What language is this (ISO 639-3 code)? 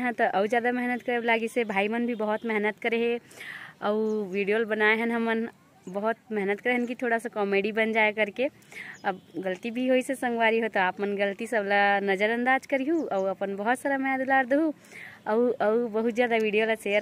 hne